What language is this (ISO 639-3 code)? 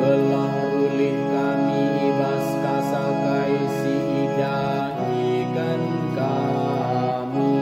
btx